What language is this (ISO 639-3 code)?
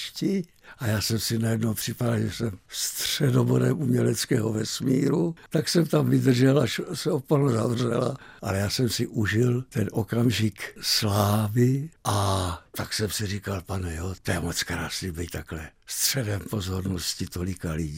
ces